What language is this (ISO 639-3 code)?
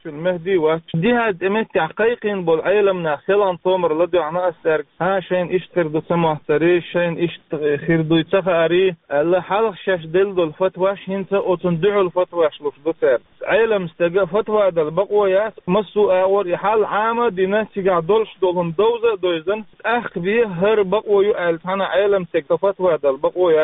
che